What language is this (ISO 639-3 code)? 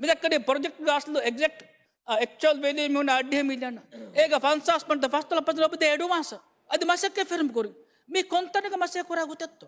div